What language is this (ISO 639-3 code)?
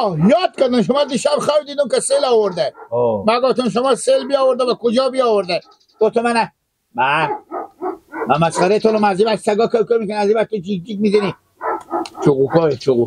fas